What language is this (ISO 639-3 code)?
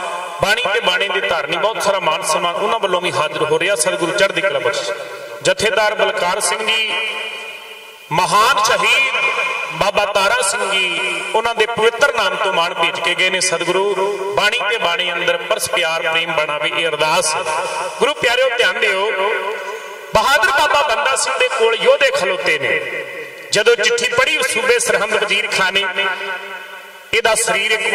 pan